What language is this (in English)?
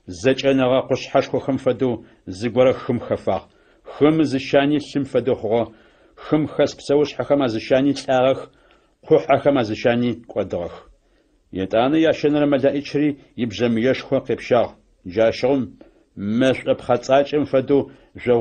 Adyghe